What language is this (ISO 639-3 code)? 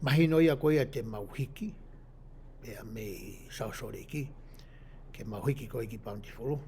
ton